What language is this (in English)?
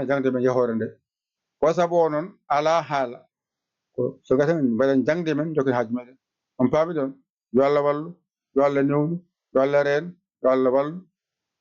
Fula